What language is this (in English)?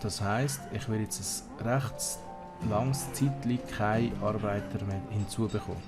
Swiss German